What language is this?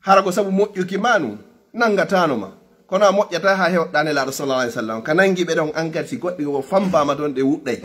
Fula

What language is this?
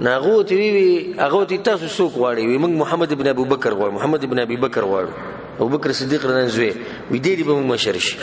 Pashto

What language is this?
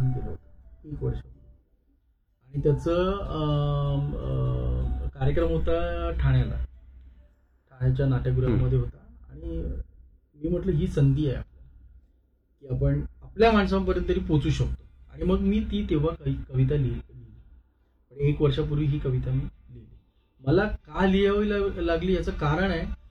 Marathi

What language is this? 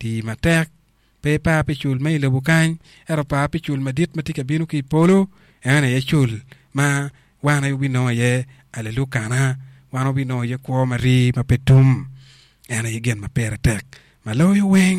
Acoli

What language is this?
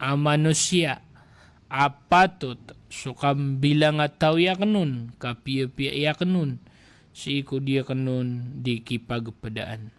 Maranao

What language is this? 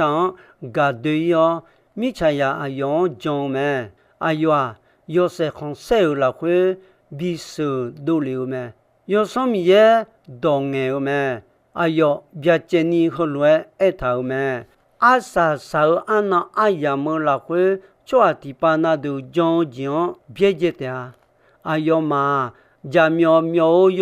Akha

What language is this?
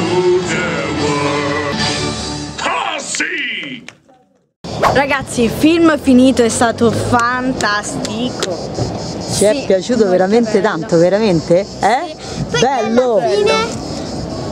Italian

